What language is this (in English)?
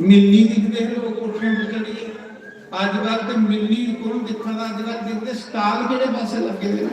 Dogri